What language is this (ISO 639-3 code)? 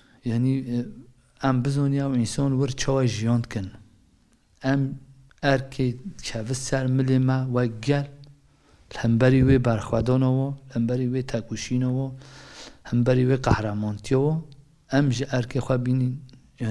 kur